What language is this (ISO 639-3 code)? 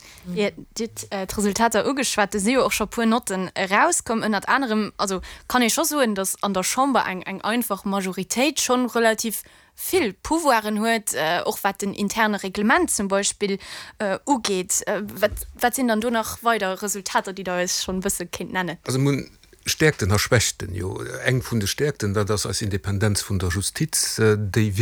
ltz